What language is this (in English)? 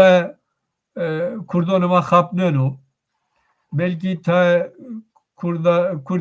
Zaza